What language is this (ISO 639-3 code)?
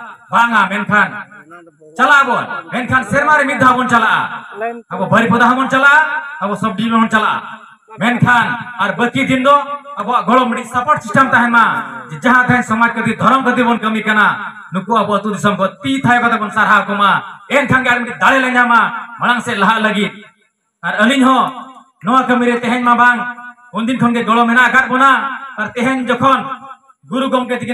sat